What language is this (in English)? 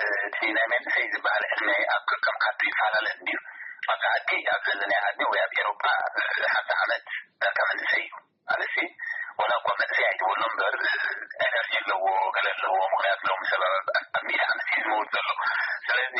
Tigrinya